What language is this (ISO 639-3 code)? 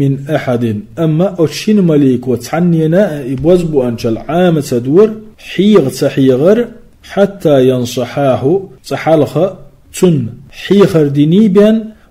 che